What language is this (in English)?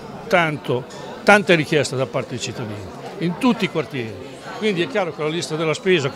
Italian